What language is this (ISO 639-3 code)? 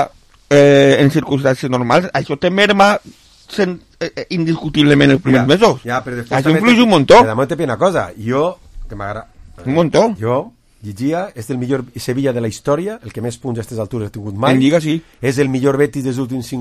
cat